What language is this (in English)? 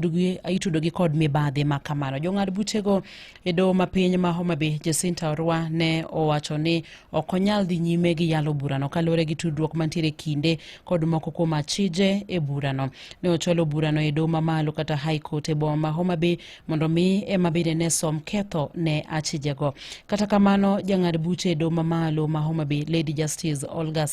Luo (Kenya and Tanzania)